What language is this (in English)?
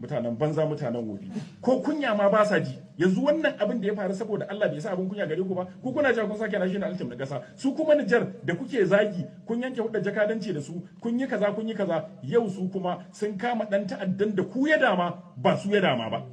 Hausa